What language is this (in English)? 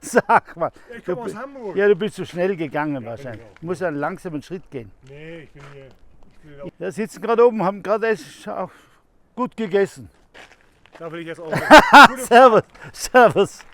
Bavarian